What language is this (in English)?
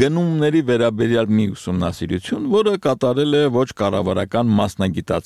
Armenian